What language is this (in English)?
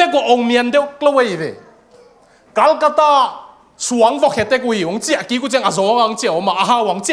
Tedim Chin